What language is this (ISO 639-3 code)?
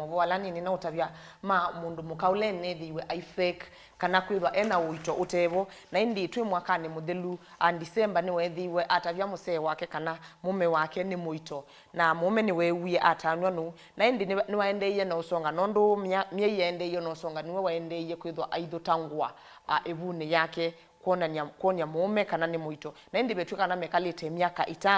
kam